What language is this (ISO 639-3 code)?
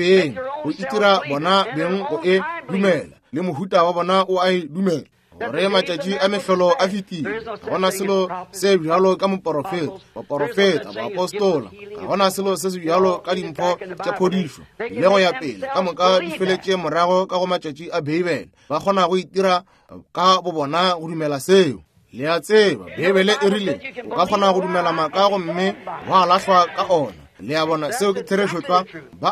nso